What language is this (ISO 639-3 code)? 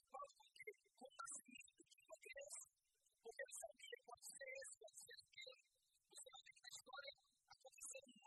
por